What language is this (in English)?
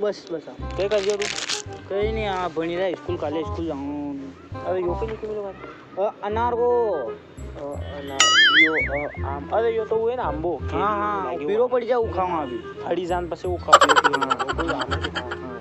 Rajasthani